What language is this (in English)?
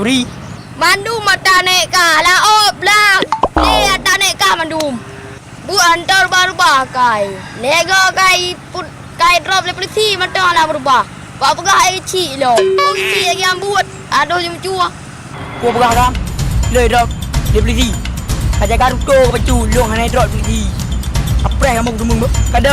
Achinese